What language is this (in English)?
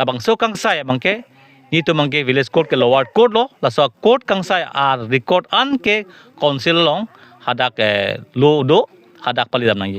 Karbi